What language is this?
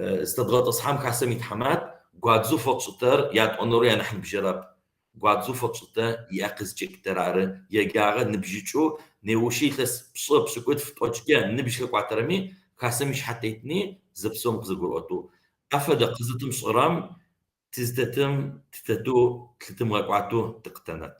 Kabardian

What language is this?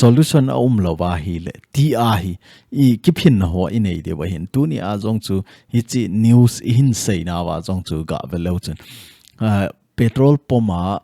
Thado Chin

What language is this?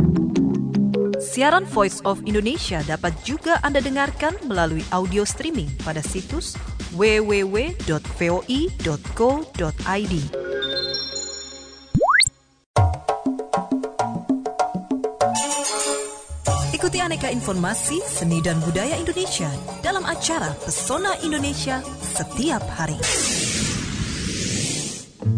Indonesian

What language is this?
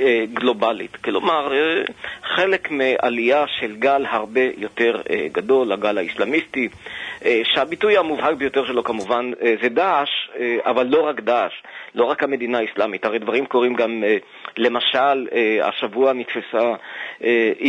Hebrew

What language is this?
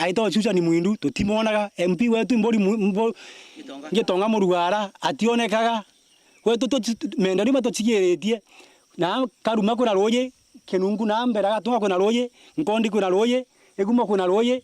Meru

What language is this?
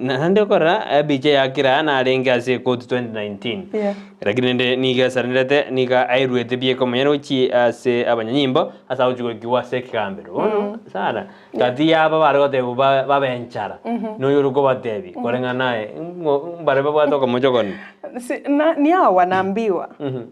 Gusii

